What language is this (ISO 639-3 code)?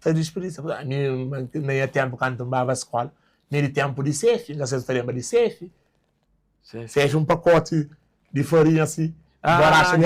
kea